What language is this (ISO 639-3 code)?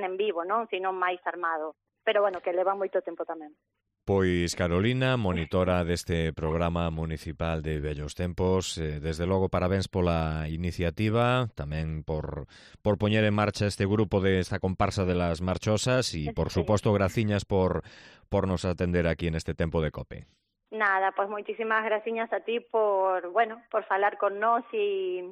glg